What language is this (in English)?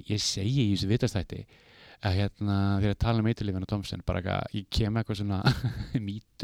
Icelandic